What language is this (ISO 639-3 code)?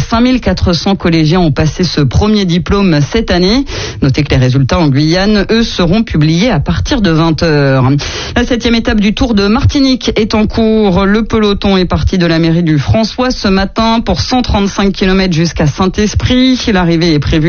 fra